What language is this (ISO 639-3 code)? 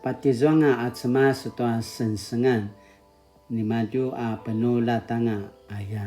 pwn